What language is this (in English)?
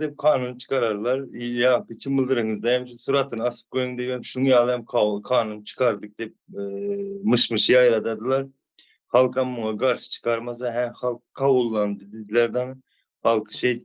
Turkmen